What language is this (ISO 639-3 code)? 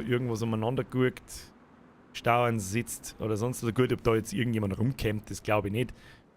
bar